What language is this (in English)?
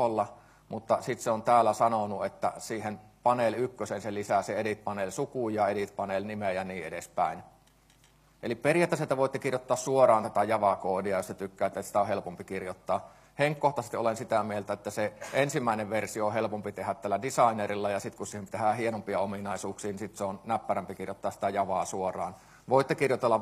Finnish